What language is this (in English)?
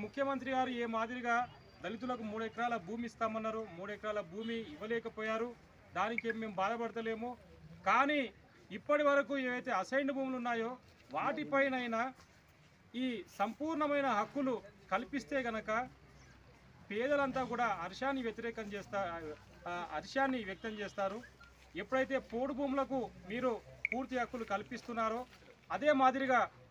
Telugu